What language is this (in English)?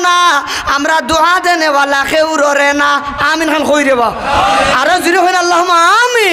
Sylheti